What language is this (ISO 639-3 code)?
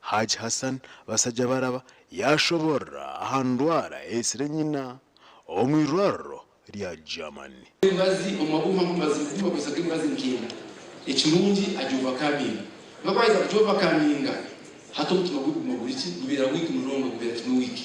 nyn